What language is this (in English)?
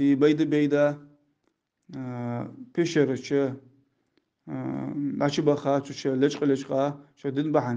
Ingush